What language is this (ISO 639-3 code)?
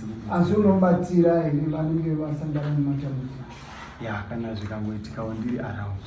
sna